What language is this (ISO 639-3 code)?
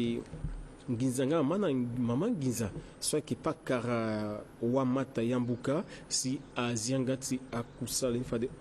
sag